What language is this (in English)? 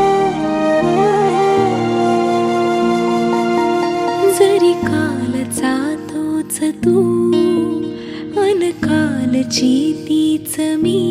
Marathi